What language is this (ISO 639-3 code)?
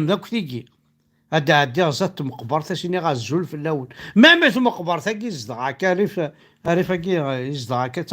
kab